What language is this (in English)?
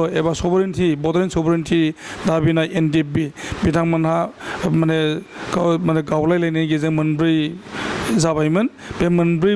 Bodo